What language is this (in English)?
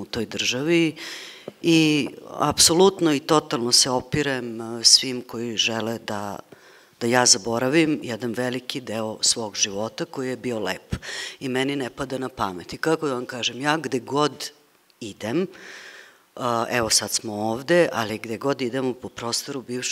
Serbian